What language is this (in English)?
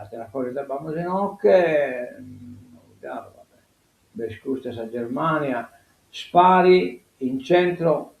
Sardinian